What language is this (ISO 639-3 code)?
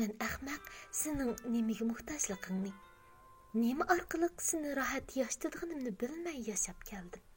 uig